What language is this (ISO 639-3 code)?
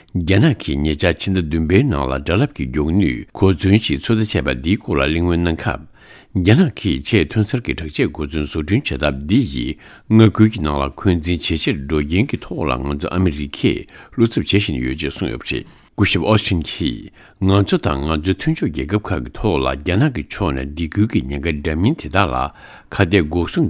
bod